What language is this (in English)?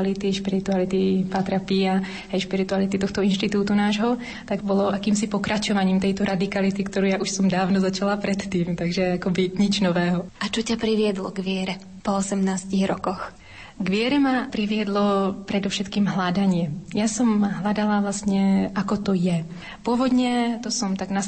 Slovak